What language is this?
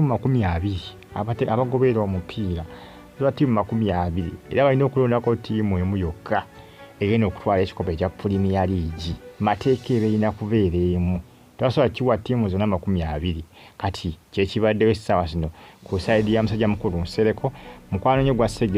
Ganda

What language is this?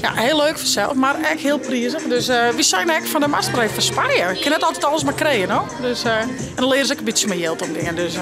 Western Frisian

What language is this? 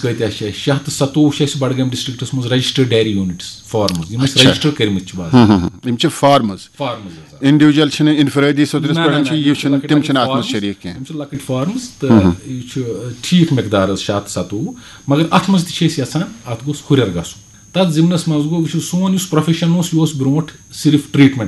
Kashmiri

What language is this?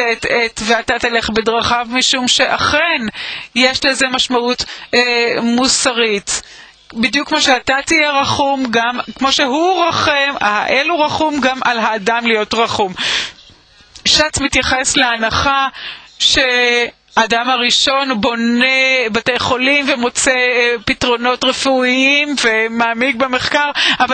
Hebrew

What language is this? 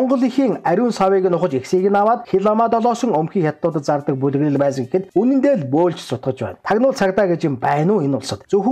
Mongolian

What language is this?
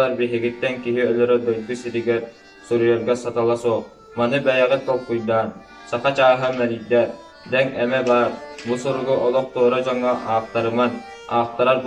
Yakut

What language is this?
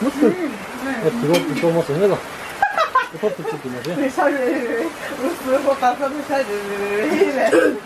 Chokri Naga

